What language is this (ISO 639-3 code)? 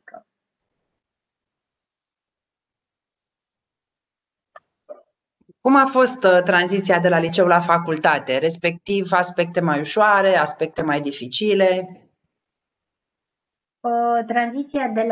ron